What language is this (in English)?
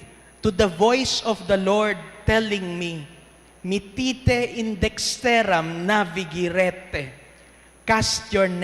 Pampanga